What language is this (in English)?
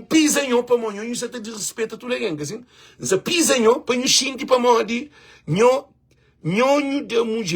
Kabuverdianu